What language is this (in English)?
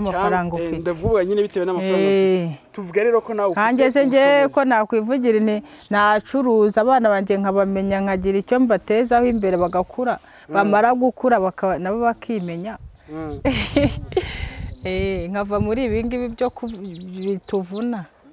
Kinyarwanda